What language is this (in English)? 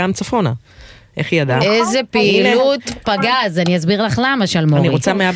Hebrew